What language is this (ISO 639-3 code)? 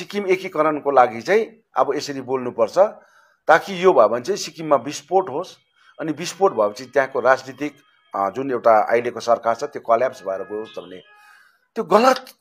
nep